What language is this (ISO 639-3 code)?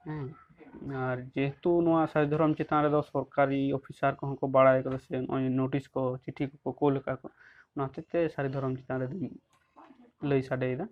sat